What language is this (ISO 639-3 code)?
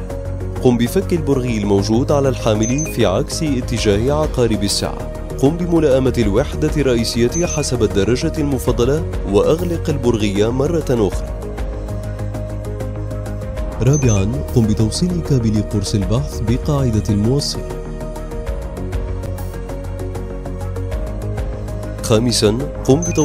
ara